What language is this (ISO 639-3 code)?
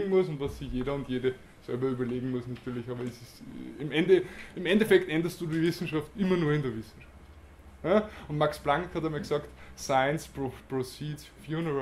deu